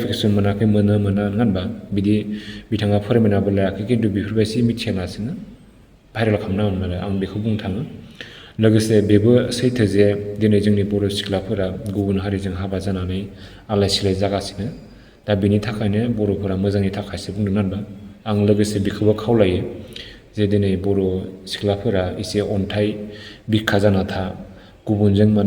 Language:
Bodo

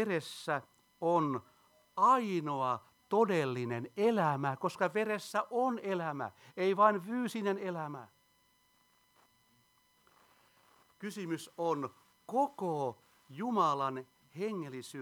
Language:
Finnish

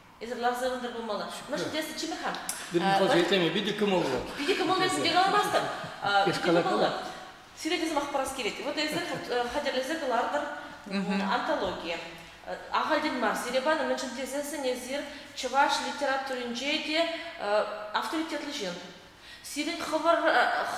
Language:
Chuvash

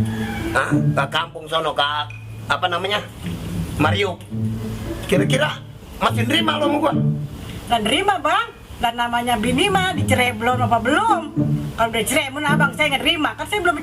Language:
Betawi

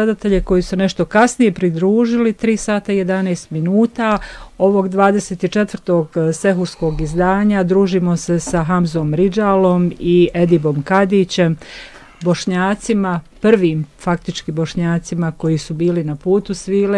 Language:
Bosnian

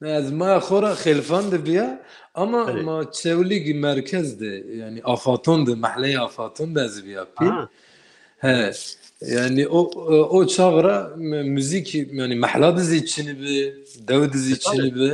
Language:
Zaza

